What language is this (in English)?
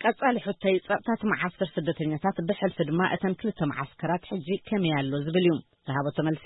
Tigrinya